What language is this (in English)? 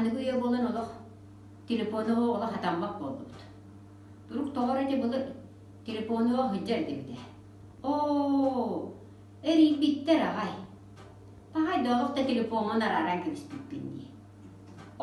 Yakut